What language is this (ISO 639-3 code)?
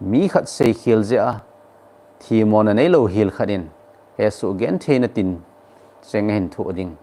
tcz